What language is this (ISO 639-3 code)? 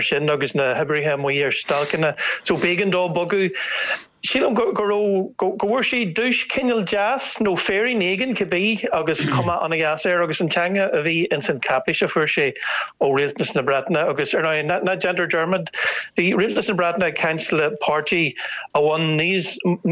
gle